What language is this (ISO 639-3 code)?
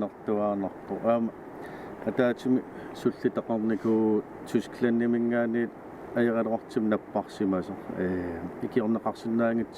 kal